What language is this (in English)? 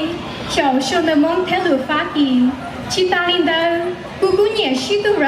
Hmong